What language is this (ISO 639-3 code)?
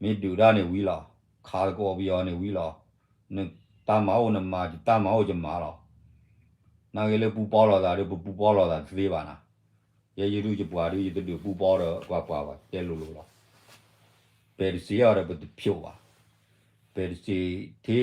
ksw